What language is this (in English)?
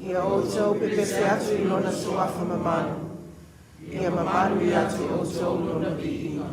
Samoan